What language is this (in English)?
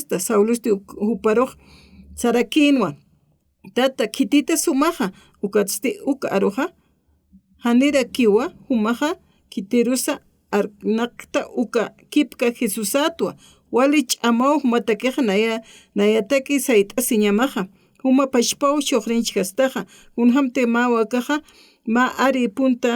Aymara